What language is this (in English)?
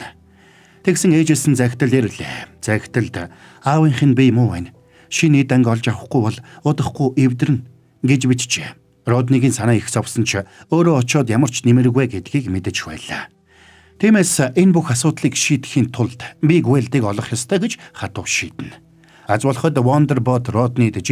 Mongolian